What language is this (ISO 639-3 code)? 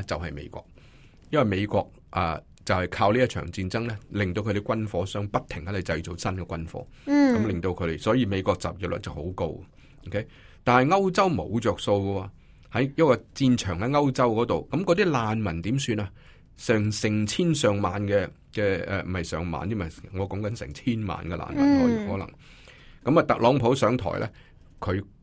yue